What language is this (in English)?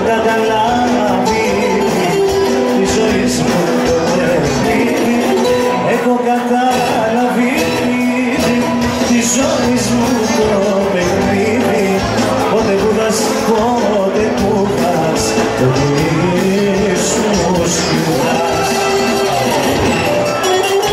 Greek